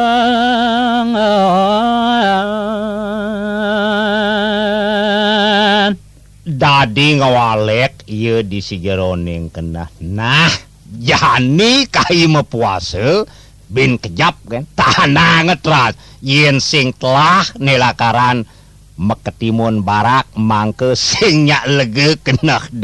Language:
Balinese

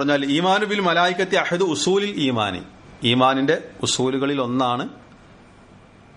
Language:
Malayalam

